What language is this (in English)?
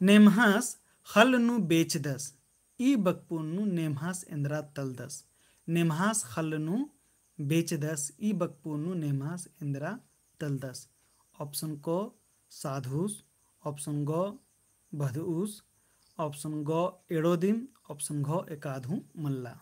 Kurukh